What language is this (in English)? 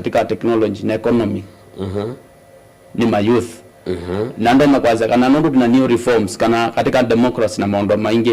Kamba